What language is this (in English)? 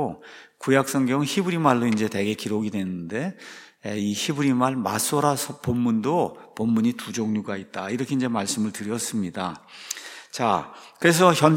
Korean